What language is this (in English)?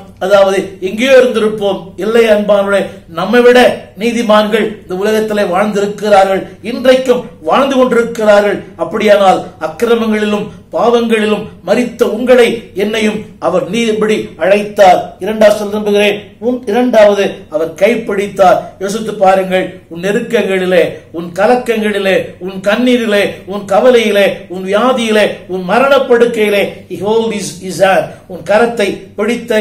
Tamil